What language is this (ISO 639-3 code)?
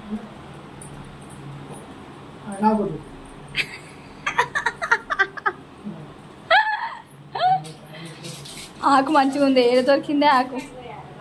tel